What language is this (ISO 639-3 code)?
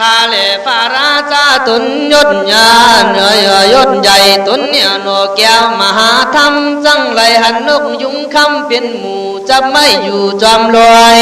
kkh